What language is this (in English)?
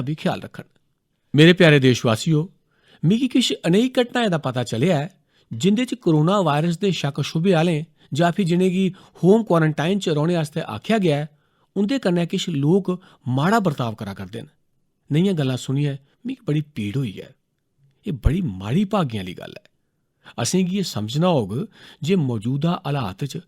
Dogri